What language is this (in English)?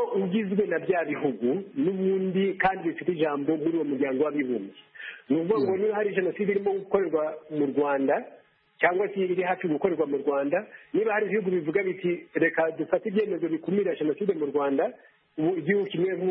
Kinyarwanda